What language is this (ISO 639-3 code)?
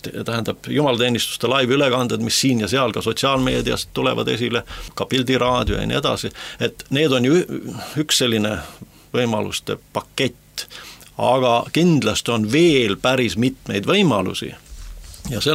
est